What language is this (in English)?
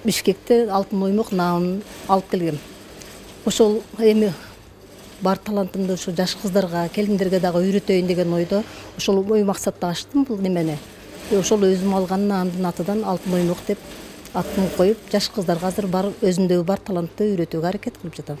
Kyrgyz